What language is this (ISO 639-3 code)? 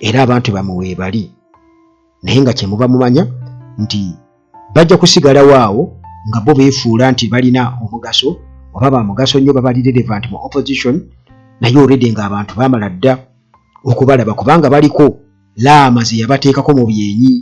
lug